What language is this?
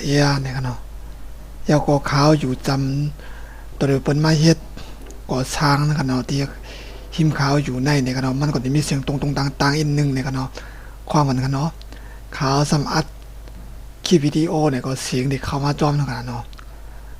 Shan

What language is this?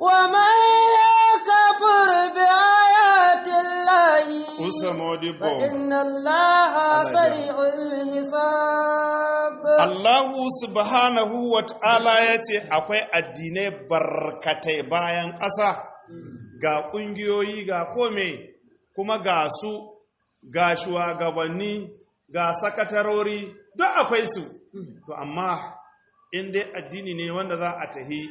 Hausa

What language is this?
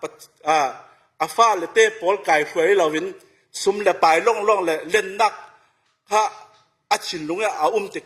Falam Chin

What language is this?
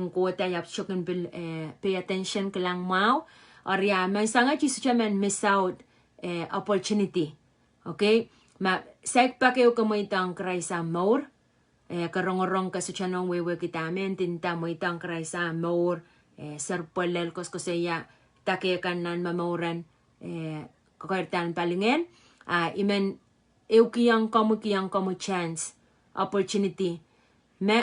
Pohnpeian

